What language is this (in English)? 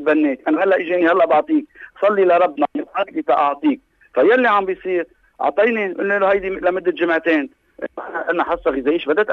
North Levantine Arabic